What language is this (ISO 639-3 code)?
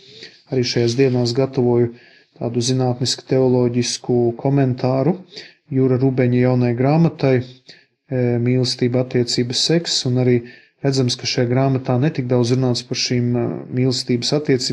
lav